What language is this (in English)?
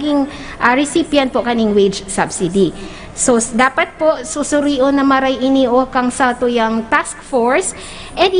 Bikol